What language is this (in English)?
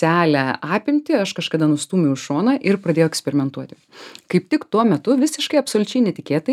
Lithuanian